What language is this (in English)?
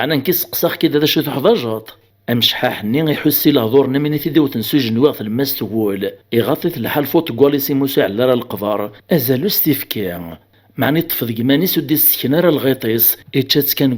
Kabyle